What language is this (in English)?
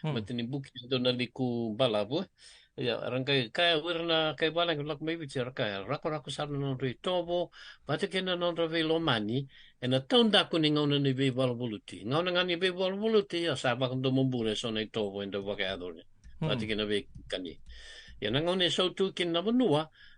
Fijian